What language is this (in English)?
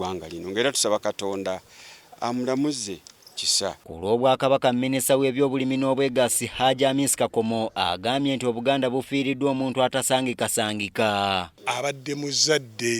Ganda